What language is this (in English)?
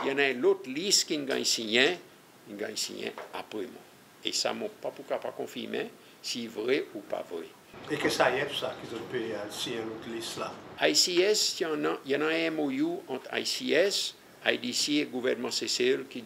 Seselwa Creole French